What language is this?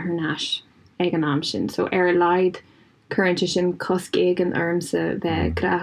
Irish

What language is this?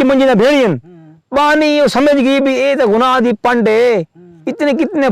Saraiki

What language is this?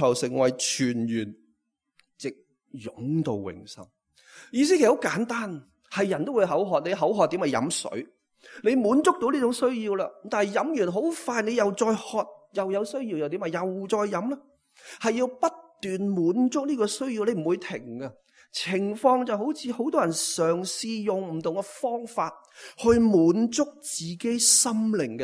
Cantonese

